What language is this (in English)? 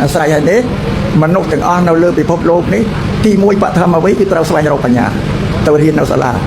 Khmer